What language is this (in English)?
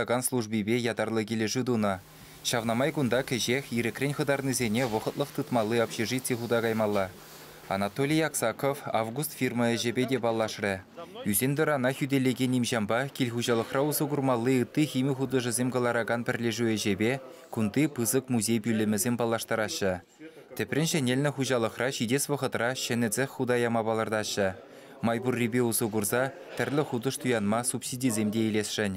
Chuvash